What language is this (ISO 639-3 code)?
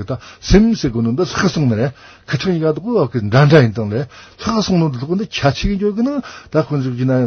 bod